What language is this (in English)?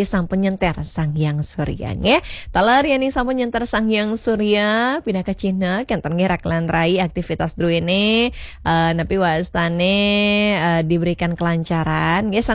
Balinese